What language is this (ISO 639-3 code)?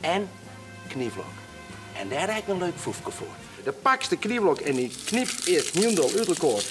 fry